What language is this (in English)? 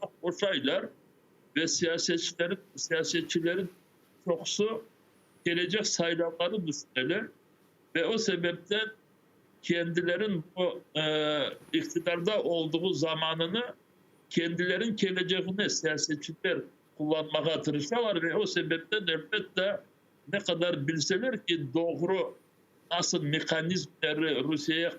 Crimean Tatar